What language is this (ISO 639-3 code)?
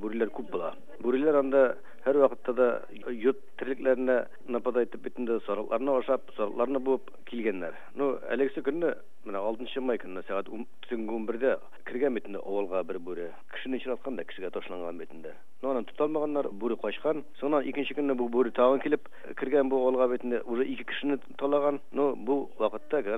tat